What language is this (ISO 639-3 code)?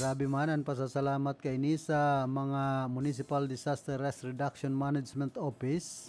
bik